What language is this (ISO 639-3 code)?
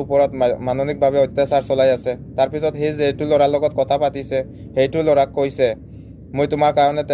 asm